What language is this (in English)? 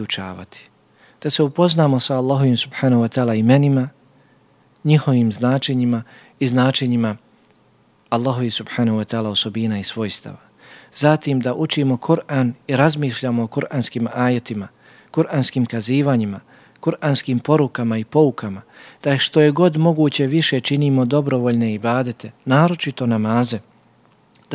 Bosnian